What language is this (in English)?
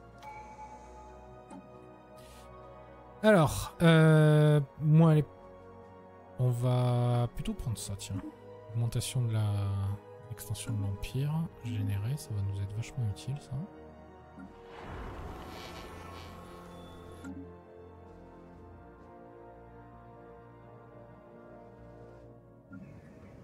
French